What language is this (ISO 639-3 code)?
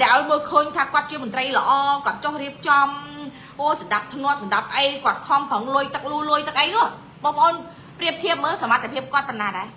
khm